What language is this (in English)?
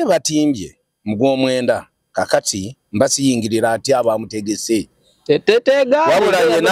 Ganda